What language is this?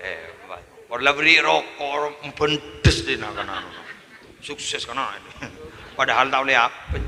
Madurese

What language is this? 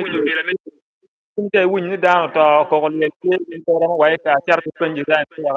Acoli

